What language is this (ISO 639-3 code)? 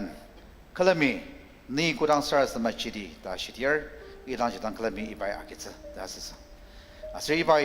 njo